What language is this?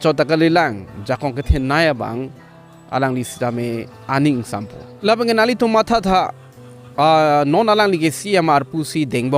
Karbi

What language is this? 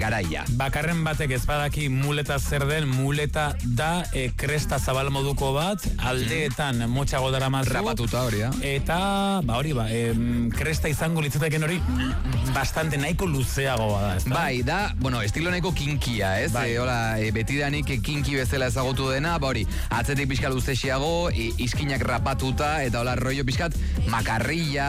Basque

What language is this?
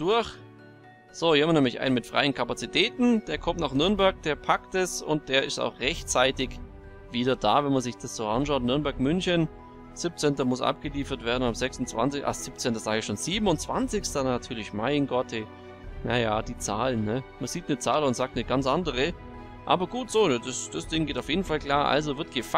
German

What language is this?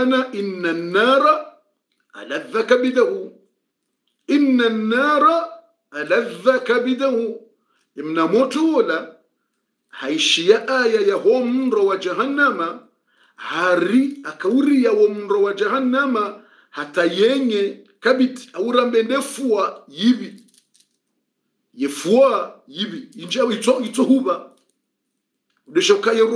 Swahili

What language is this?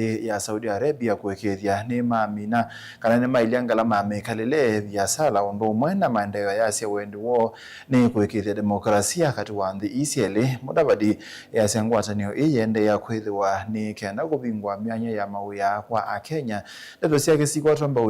Kamba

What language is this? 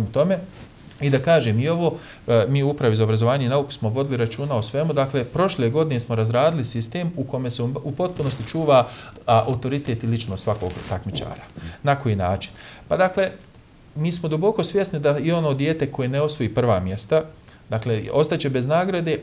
Bosnian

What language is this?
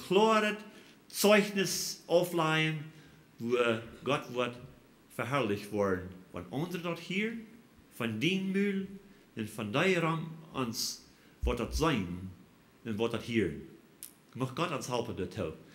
Plautdietsch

